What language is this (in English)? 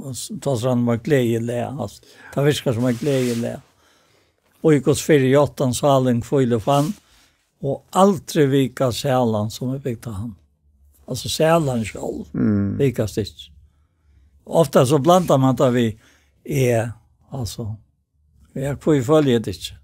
Faroese